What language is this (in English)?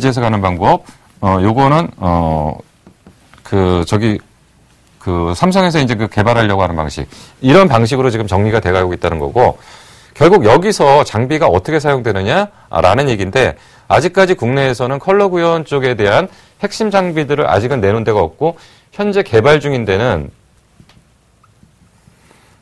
Korean